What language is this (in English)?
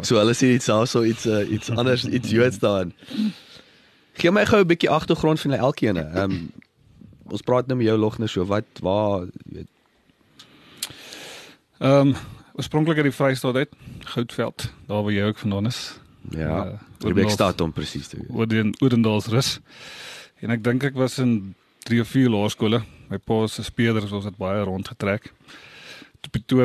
Afrikaans